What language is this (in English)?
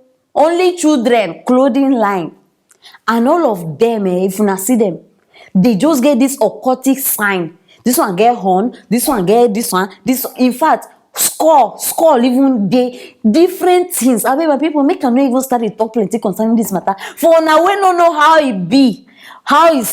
Nigerian Pidgin